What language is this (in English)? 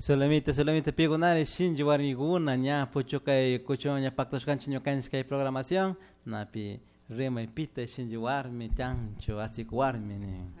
Chimborazo Highland Quichua